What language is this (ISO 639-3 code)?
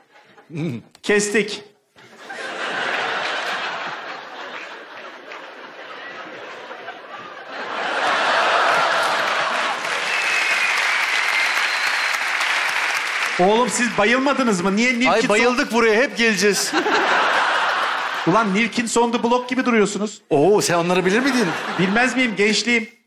tur